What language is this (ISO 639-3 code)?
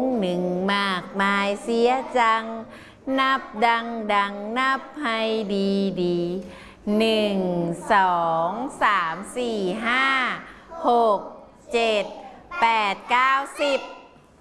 tha